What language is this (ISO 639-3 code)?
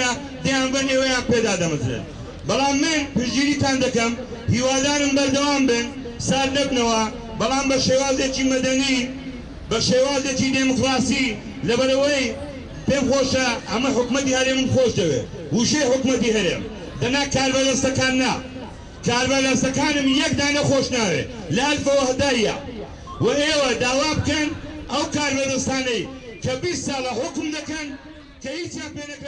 ckb